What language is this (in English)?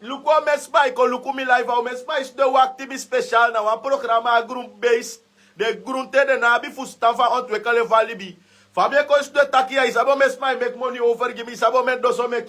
Sranan Tongo